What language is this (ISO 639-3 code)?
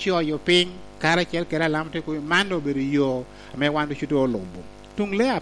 laj